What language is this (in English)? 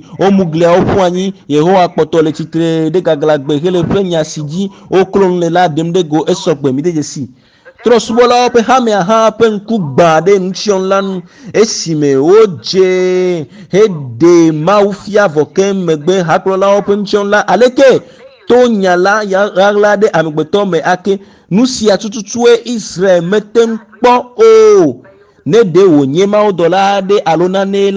Ewe